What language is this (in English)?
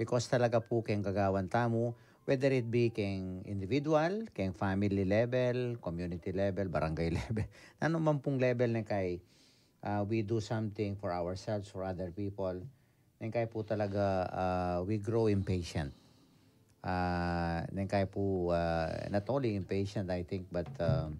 Pampanga